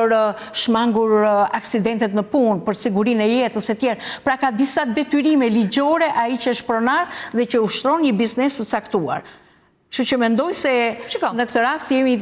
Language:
Albanian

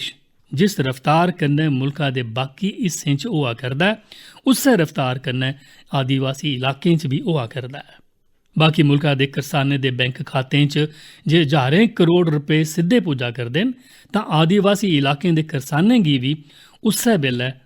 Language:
Dogri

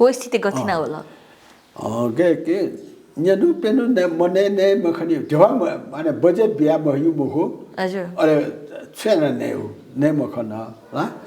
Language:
Newari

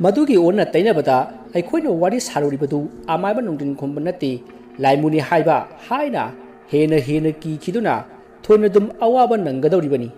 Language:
Manipuri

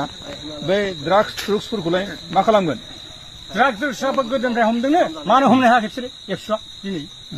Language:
Bodo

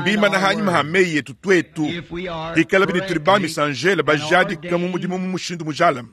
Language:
Luba-Lulua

